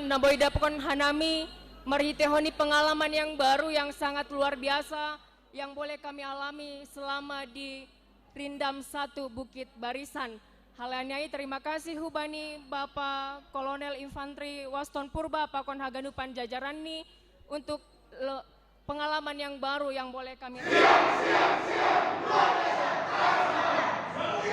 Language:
Batak Simalungun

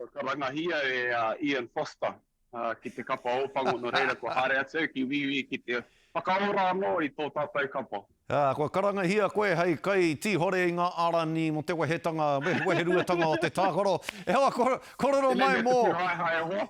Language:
Māori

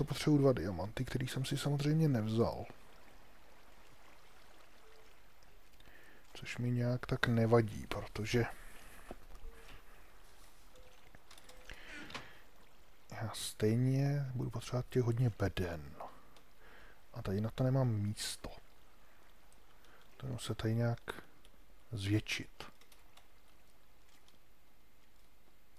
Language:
Czech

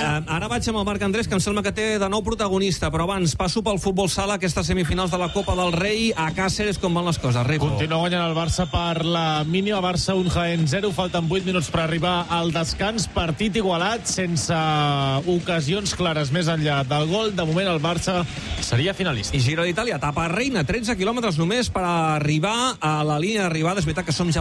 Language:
Catalan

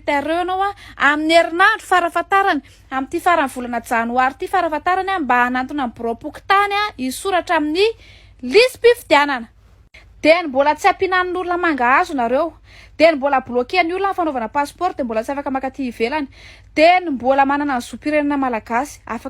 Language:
Malagasy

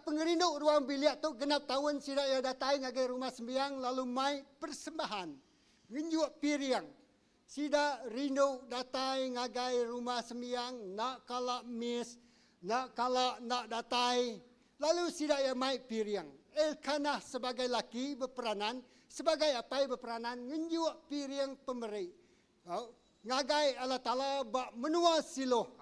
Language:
Iban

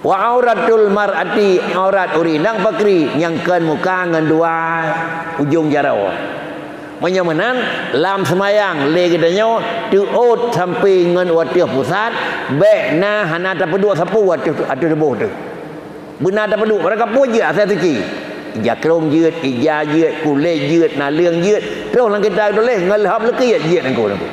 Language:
Achinese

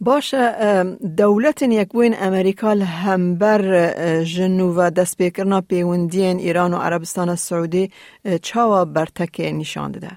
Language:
Kurdish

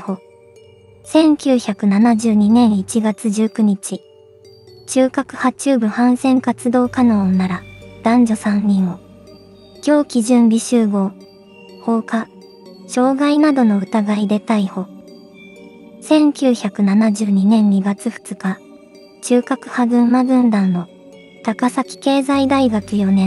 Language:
Japanese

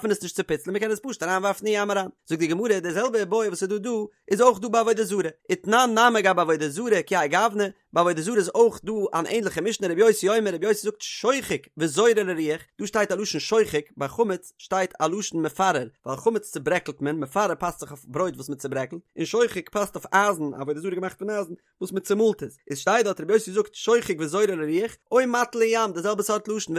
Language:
Yiddish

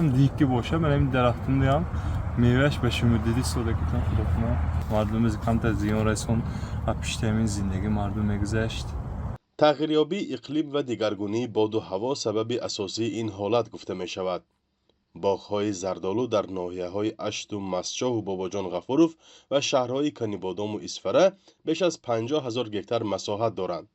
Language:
Tajik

